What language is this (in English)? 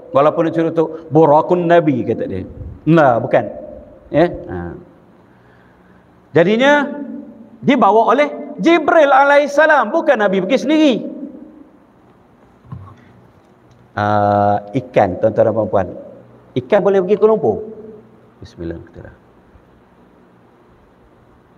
Malay